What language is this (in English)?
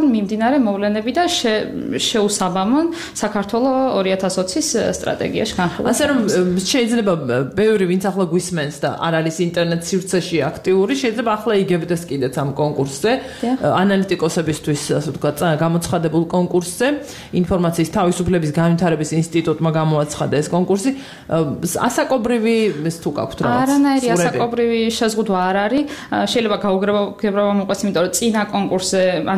Georgian